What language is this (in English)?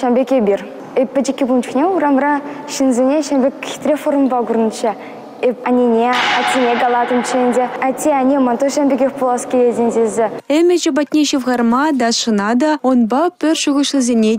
Chuvash